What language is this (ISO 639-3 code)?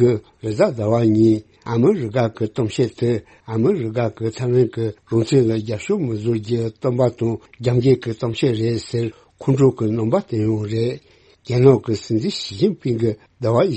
bod